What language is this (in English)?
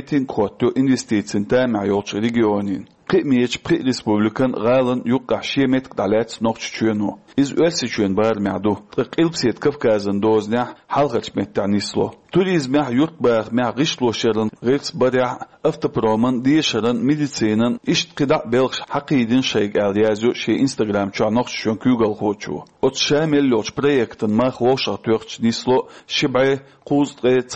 Chechen